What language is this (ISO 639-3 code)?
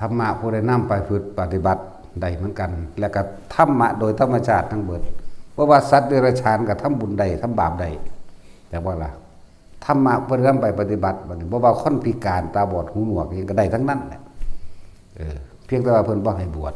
tts